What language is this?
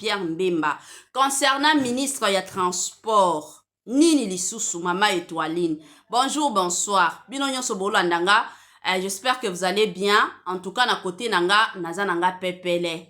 Lingala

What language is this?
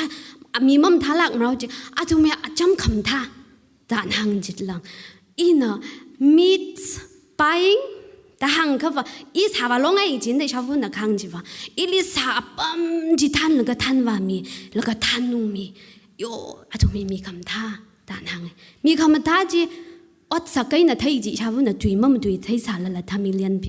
Tangkhul Naga (India)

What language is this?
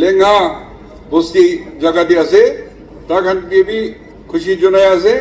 Naga Pidgin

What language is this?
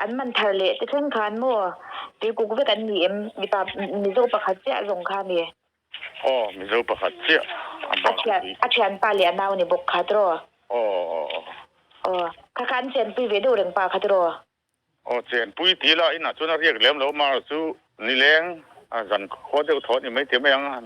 Mizo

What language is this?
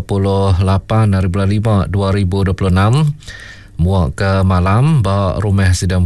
Iban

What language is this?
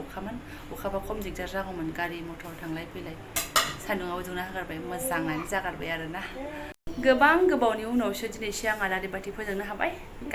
Bodo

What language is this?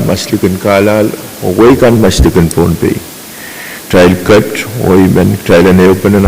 Pohnpeian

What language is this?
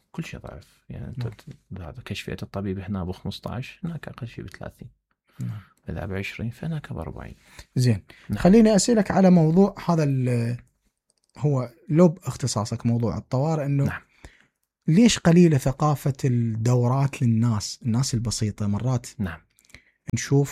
Mesopotamian Arabic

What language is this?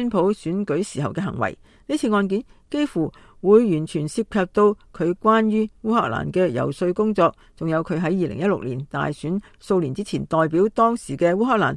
Cantonese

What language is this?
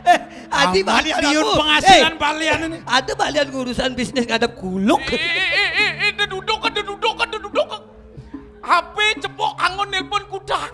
Balinese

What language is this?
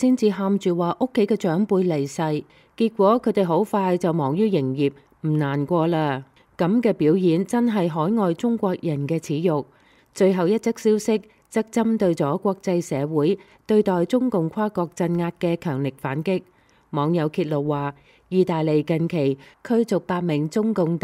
Cantonese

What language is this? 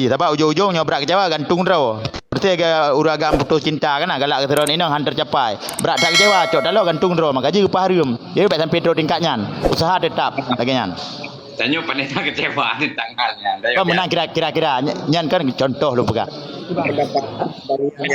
Achinese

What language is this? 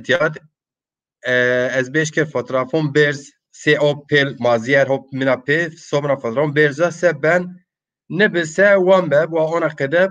Zaza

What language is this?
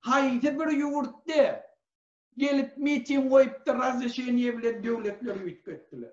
Turkmen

